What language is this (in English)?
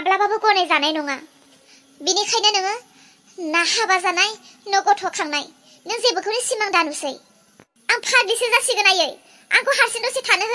Bodo